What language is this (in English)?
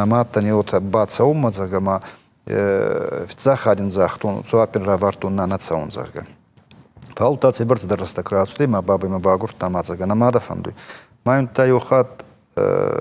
Ossetic